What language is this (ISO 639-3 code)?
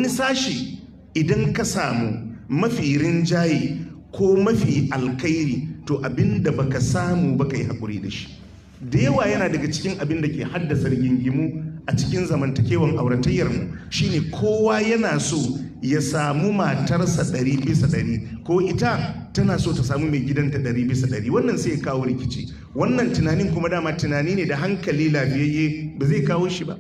hau